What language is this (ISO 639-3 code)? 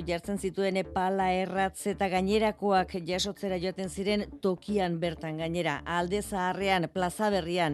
eus